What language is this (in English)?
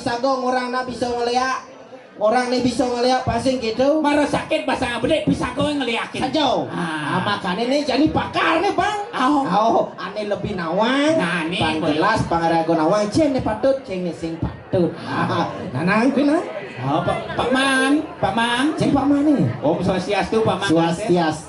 Balinese